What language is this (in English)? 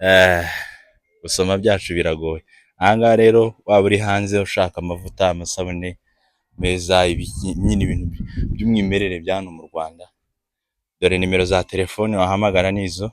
Kinyarwanda